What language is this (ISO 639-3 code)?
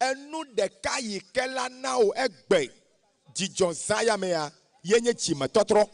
ewe